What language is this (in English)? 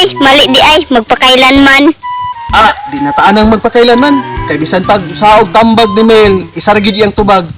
Cebuano